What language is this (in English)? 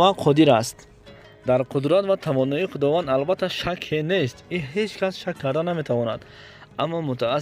Tajik